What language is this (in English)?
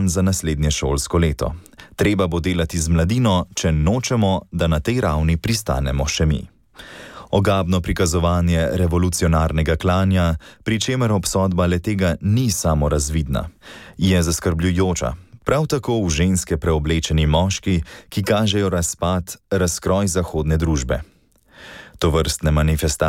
Slovenian